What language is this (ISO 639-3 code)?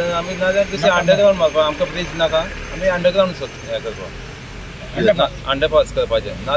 kok